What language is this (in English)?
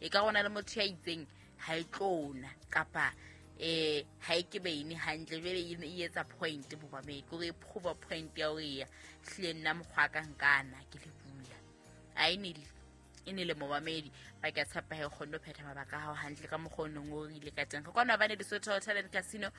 Southern Sotho